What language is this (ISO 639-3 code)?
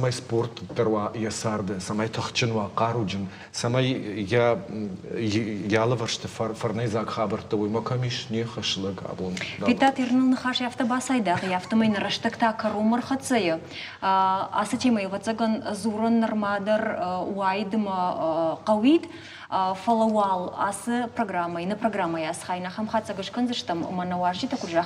oss